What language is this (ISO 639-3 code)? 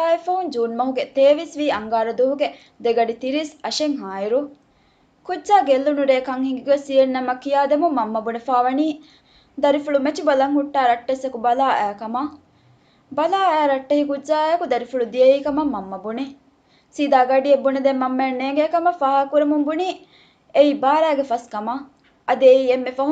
div